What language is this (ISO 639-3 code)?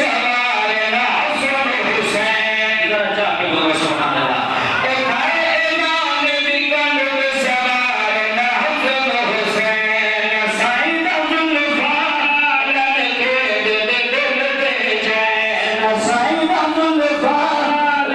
skr